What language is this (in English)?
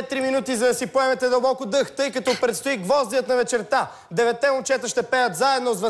Bulgarian